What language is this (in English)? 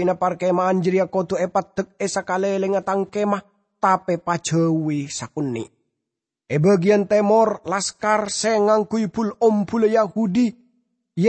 Madurese